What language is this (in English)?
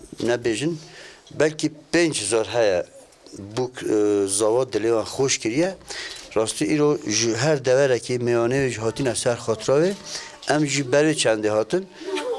Kurdish